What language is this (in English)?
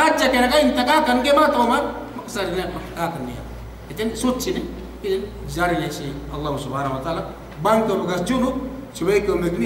Yakan